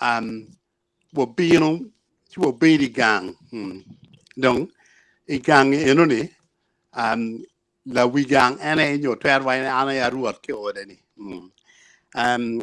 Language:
Acoli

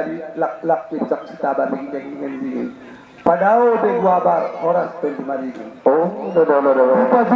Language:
Batak Angkola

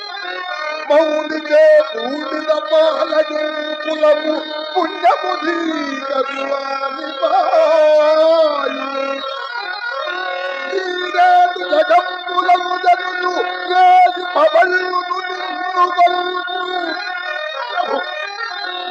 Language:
Telugu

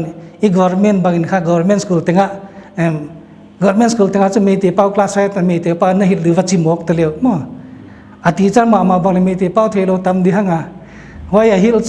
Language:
Paite Chin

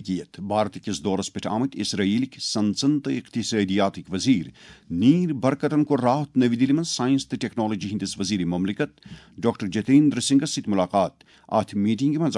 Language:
Kashmiri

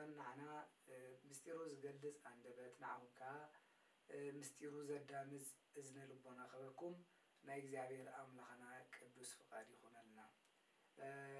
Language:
Tigrinya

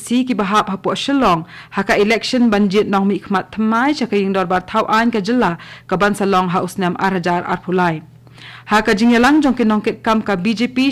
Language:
Khasi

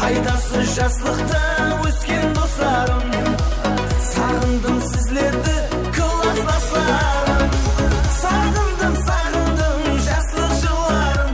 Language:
Kara-Kalpak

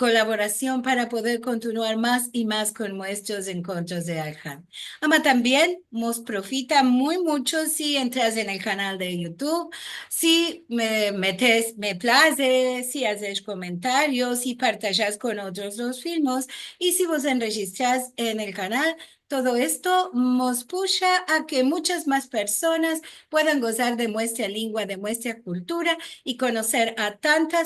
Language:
Ladino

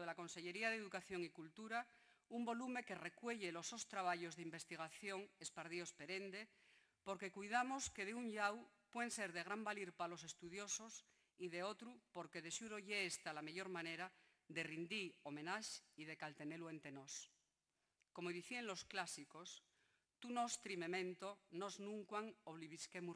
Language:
Asturian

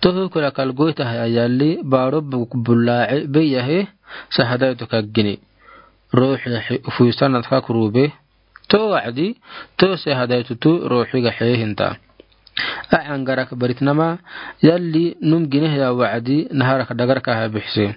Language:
Afar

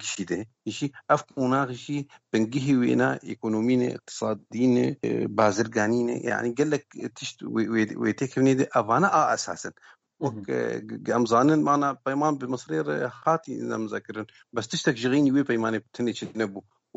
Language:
Kurdish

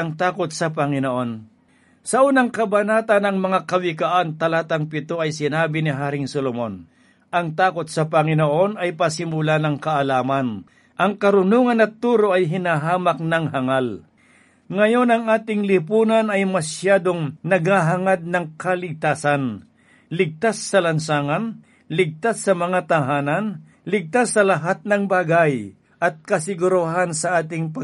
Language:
Filipino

